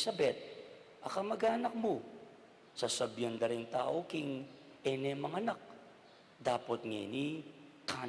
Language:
Pampanga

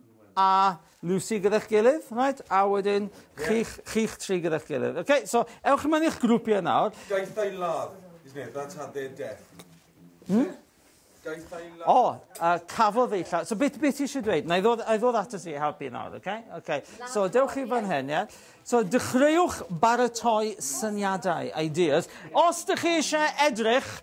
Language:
Welsh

